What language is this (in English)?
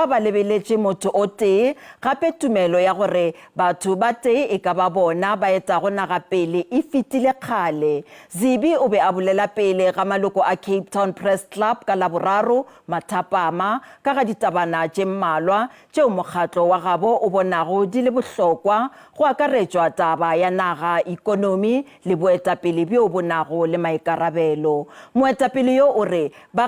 Northern Sotho